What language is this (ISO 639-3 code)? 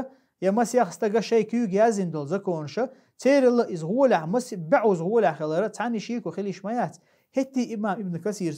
che